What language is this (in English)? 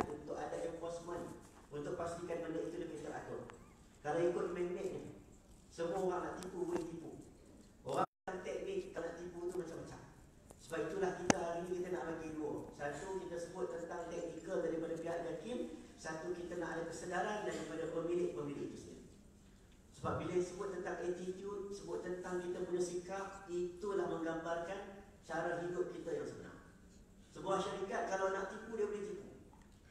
Malay